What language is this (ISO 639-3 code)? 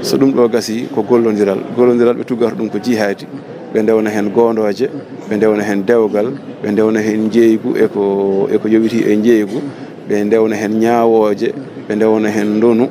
ful